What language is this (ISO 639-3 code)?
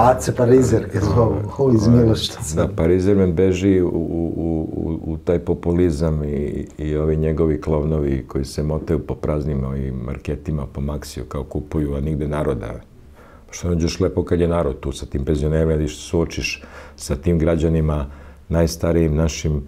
srp